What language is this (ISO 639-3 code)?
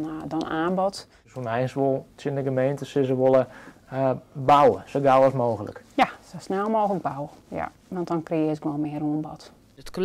fry